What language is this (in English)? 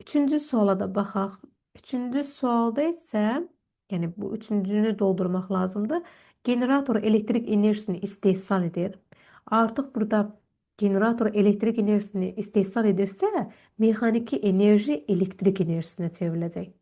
Azerbaijani